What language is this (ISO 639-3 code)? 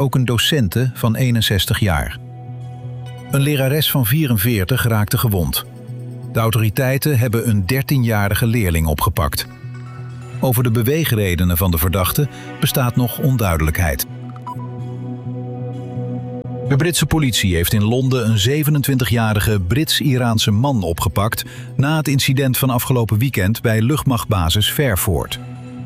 nld